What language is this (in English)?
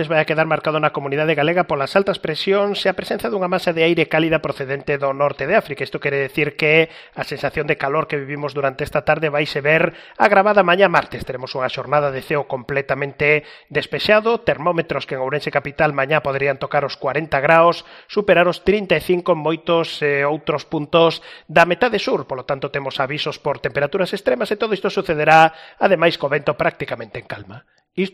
Galician